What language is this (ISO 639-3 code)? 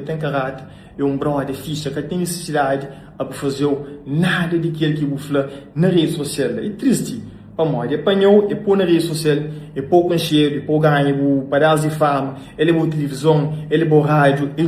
kea